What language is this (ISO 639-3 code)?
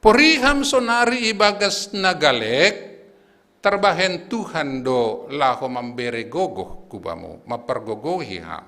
bts